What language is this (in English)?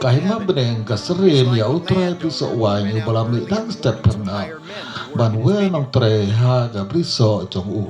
Khasi